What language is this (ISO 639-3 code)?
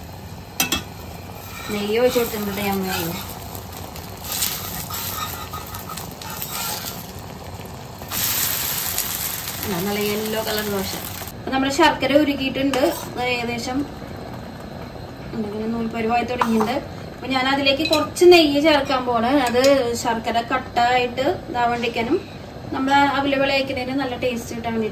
mal